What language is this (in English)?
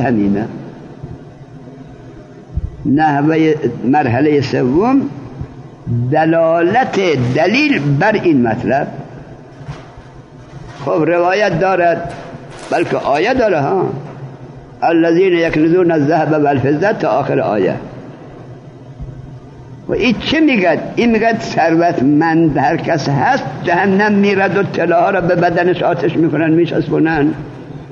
Persian